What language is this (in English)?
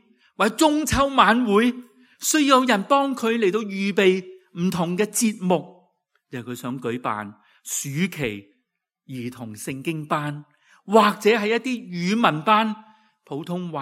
Cantonese